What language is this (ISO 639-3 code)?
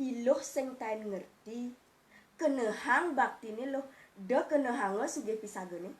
ban